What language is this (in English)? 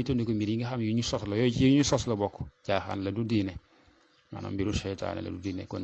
Wolof